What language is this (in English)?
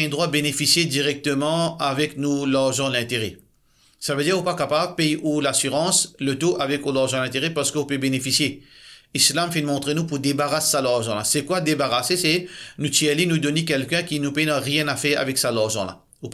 Morisyen